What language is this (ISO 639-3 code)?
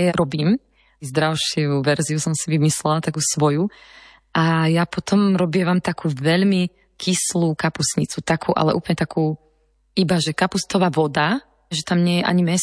slk